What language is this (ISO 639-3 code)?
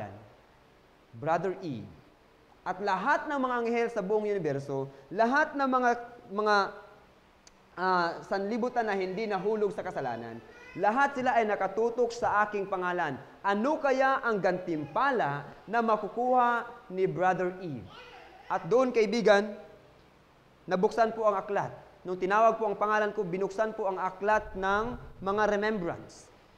fil